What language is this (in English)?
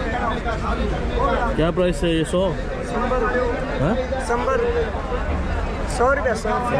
Hindi